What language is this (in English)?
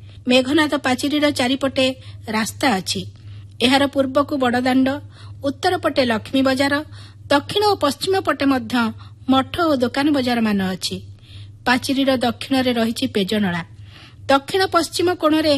Odia